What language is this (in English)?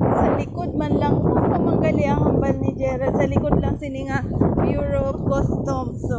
Hiligaynon